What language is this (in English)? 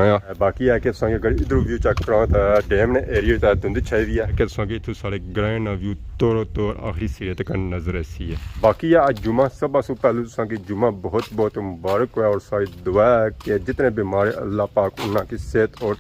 Pahari-Potwari